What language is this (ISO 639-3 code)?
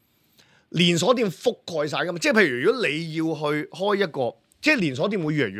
yue